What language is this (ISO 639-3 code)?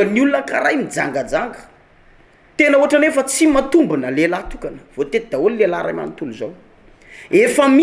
mlg